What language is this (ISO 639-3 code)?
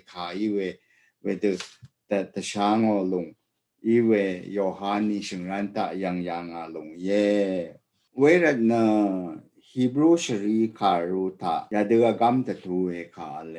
raw